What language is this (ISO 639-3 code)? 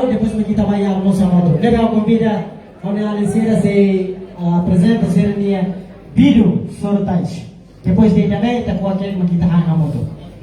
tet